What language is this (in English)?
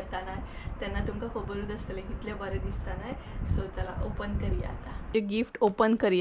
Konkani